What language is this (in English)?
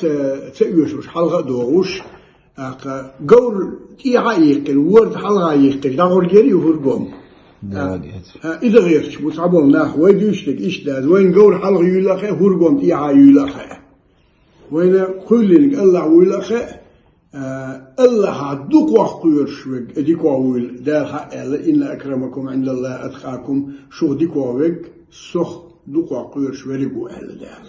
Chechen